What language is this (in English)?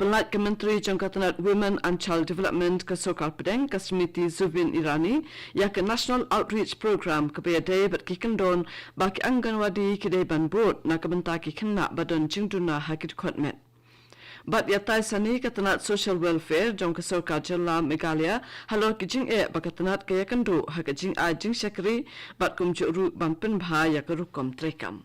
Khasi